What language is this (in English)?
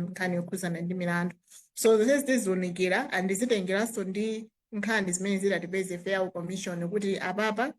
Nyanja